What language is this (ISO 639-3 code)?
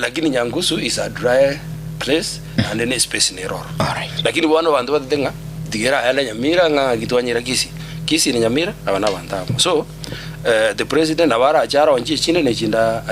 guz